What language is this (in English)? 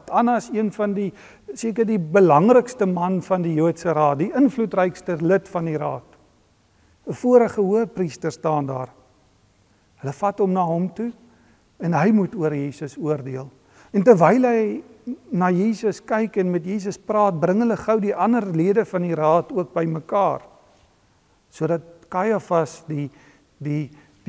Afrikaans